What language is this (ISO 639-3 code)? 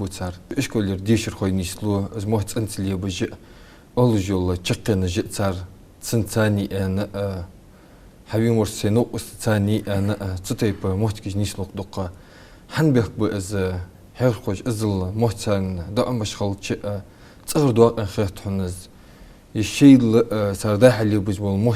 inh